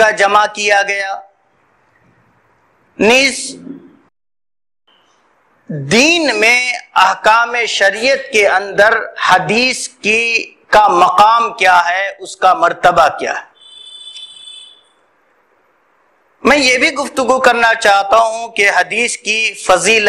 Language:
Urdu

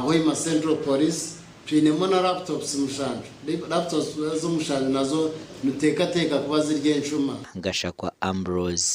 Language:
Nyankole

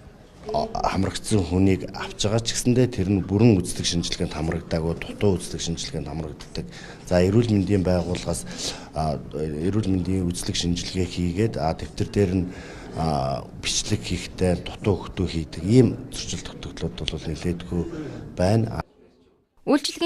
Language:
Mongolian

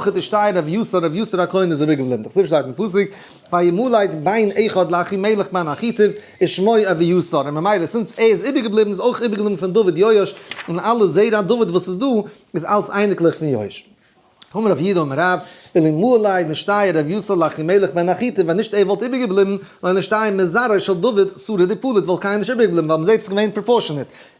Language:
Yiddish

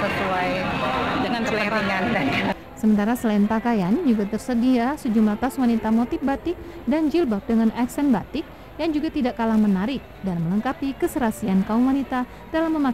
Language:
Indonesian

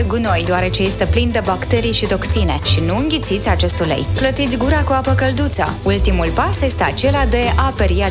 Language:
Romanian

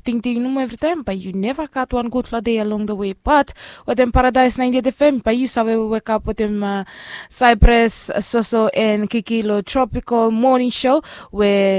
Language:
Bislama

